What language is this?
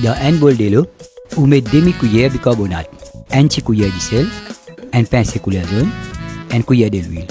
Morisyen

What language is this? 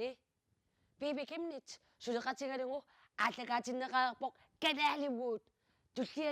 Kalaallisut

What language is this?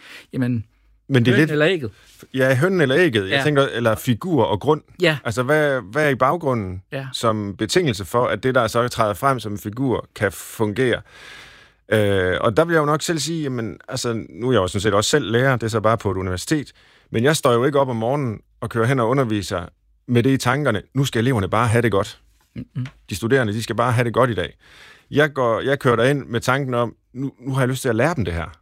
Danish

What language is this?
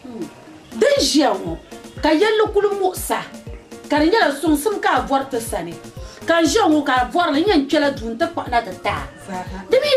Dagbani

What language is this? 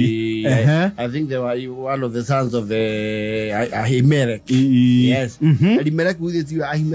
Kikuyu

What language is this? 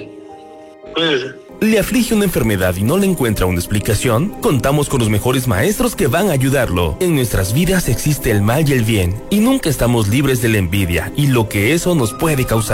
Spanish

